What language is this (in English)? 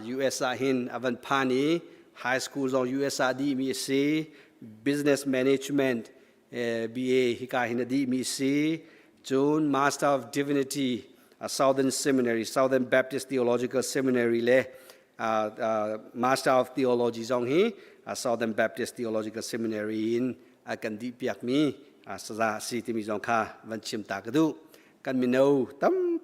Hakha Chin